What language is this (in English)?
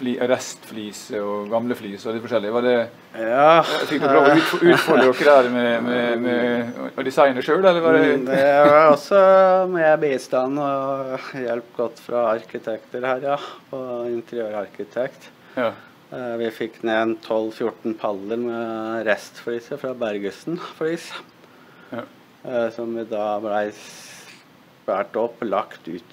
Norwegian